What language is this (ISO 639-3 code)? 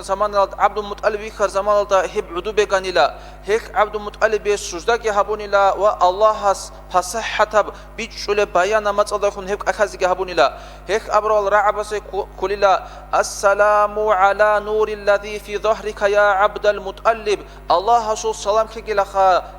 ava